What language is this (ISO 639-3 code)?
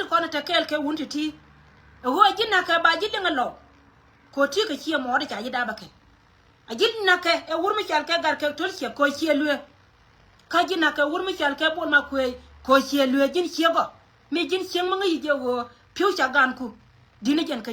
nus